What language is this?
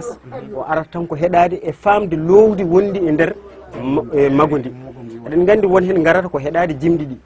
Fula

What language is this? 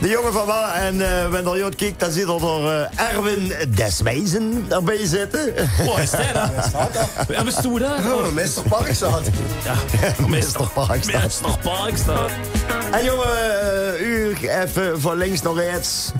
Limburgish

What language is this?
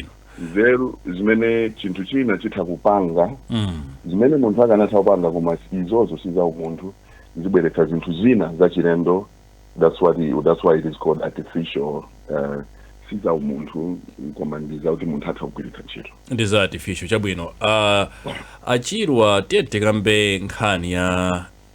Nyanja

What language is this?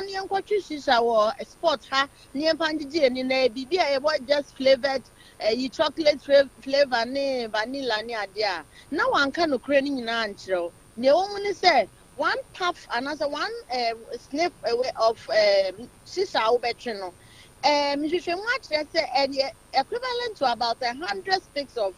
Akan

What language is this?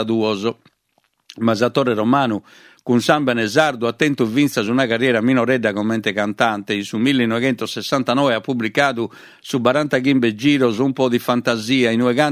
Sardinian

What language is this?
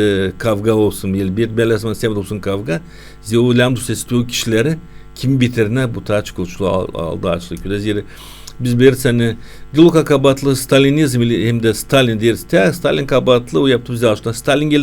Gagauz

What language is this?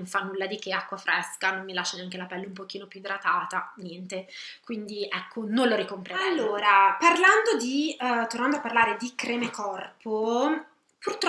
Italian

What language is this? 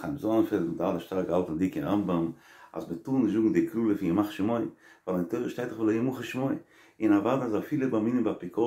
Yiddish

